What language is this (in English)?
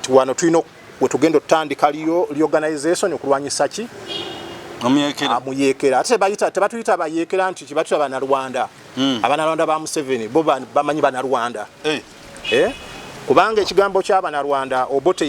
Ganda